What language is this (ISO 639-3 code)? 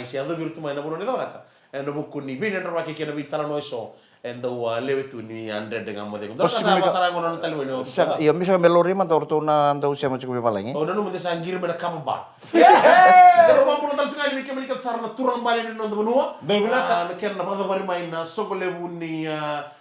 fij